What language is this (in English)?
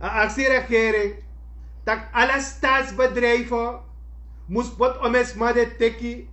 Sranan Tongo